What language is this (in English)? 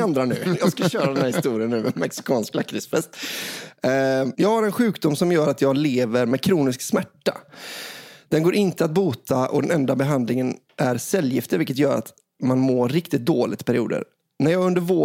Swedish